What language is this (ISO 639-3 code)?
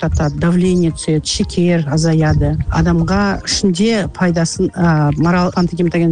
kaz